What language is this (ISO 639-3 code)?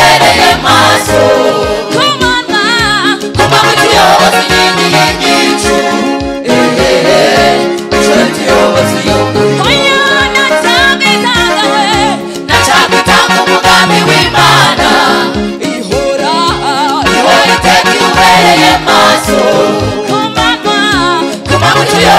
kin